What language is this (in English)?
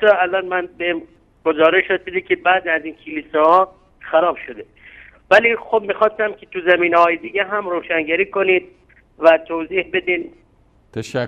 Persian